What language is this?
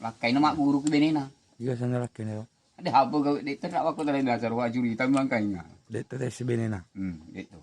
Buginese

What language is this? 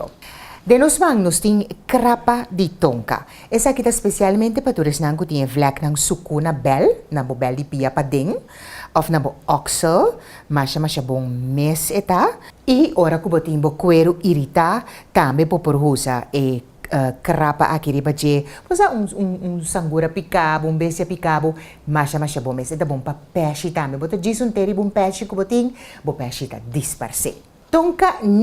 Papiamento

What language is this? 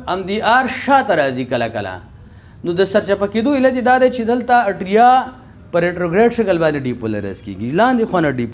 Pashto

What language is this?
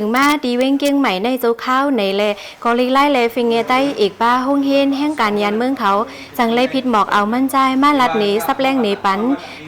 Shan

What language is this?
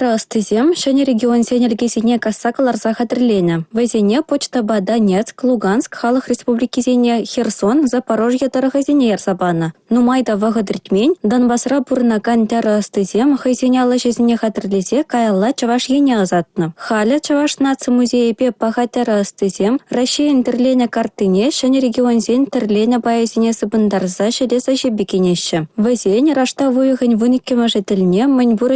Chuvash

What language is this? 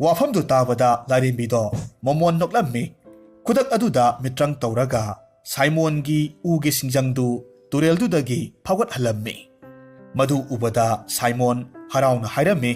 Manipuri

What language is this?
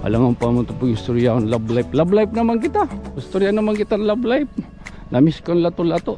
Waray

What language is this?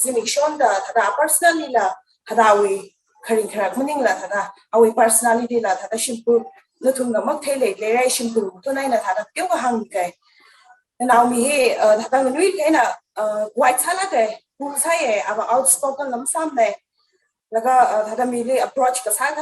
Tangkhul Naga (India)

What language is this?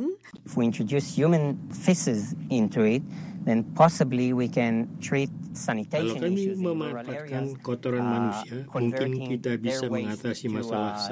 Indonesian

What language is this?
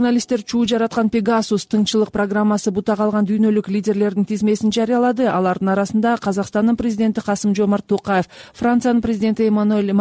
Kyrgyz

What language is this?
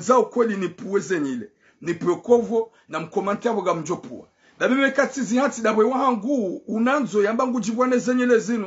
Ngazidja Comorian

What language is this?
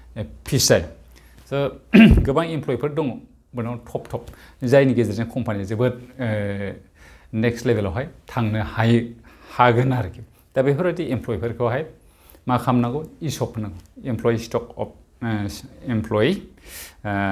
Bodo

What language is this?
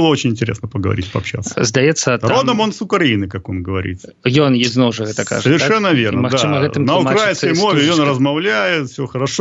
Belarusian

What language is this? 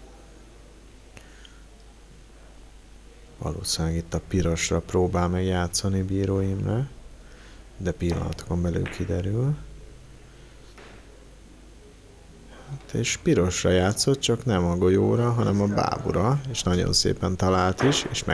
Hungarian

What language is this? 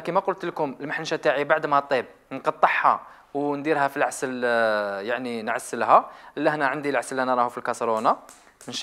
Algerian Arabic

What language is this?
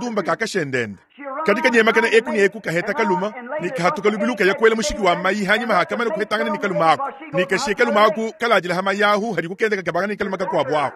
Luba-Lulua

